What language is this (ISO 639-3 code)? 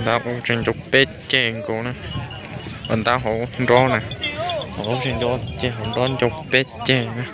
hmn